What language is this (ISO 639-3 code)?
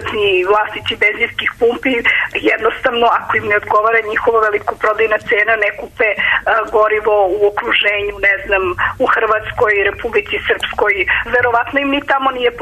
srp